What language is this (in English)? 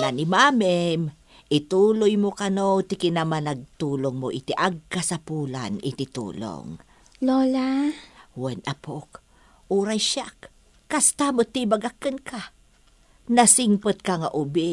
Iloko